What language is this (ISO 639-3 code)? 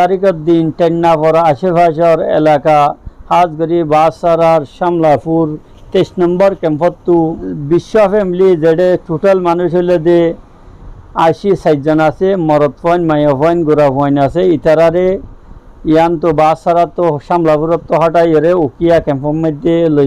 rhg